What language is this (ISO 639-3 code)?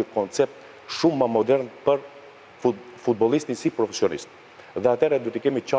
sqi